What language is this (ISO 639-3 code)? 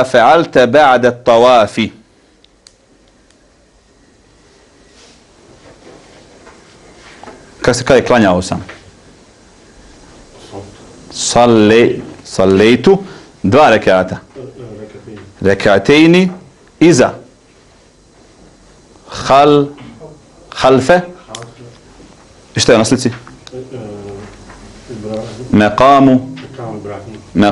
bos